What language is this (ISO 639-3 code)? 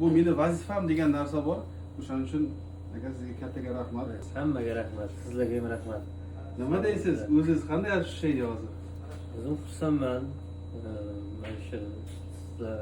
uzb